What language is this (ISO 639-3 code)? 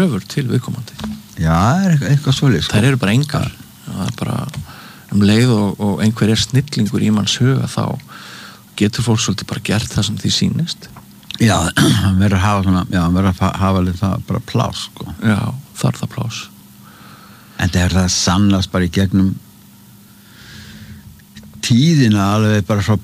isl